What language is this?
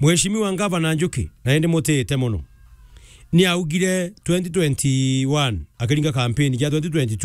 Meru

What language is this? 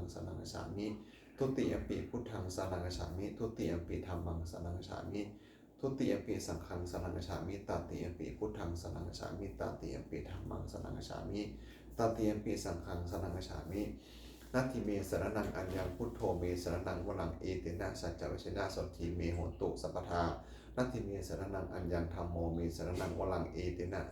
Pali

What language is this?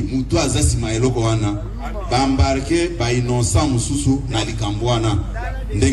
Lingala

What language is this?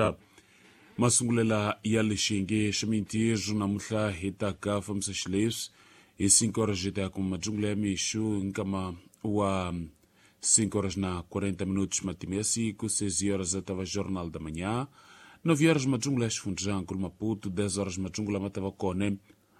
Tsonga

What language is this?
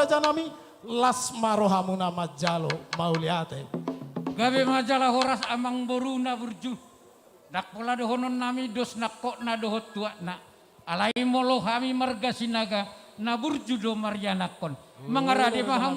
Batak Toba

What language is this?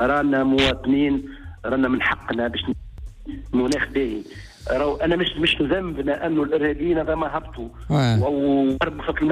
Tunisian Arabic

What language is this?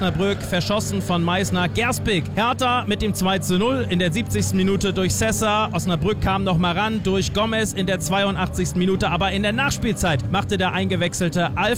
German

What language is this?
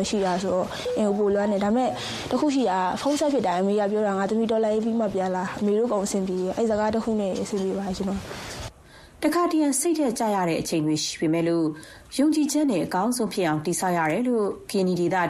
Burmese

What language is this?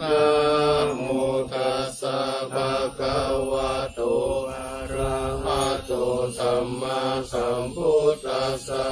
Pali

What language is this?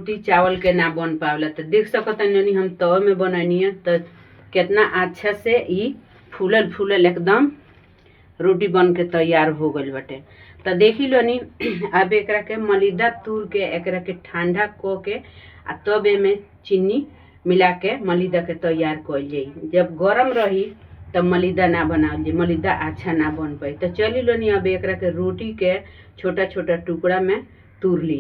Bhojpuri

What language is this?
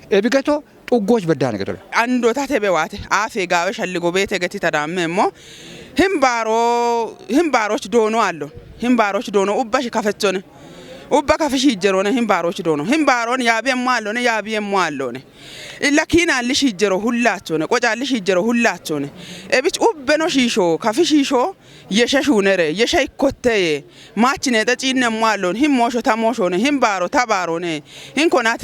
Kafa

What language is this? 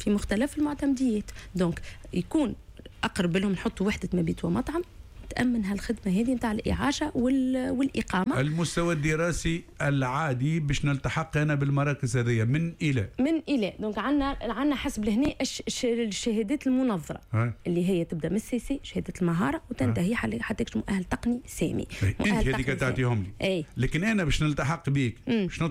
Tunisian Arabic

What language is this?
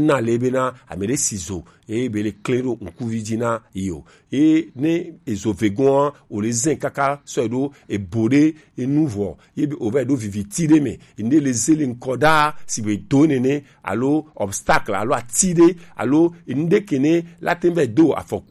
Gen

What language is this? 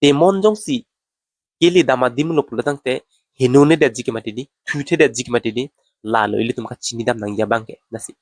Karbi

